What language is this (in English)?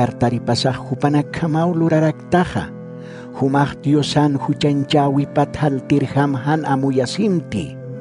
Aymara